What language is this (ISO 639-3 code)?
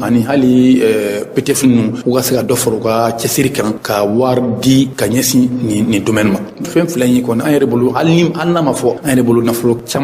bam